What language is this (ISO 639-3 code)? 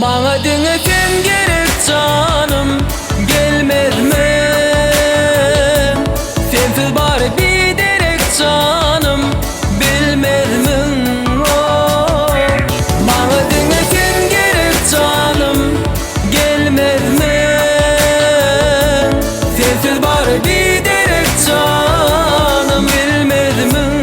tuk